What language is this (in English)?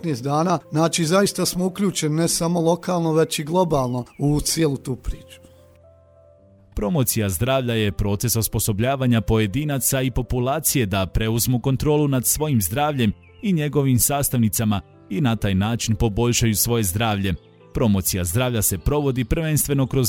Bosnian